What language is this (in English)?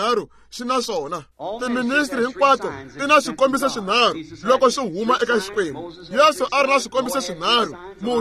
Tsonga